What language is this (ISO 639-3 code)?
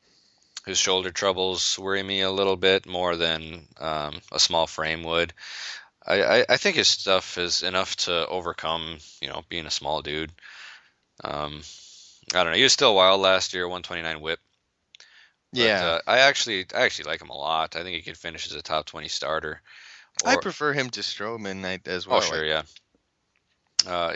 eng